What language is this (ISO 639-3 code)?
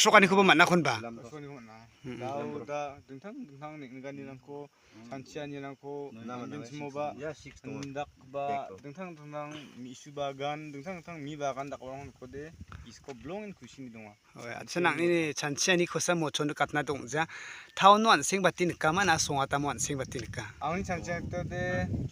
grt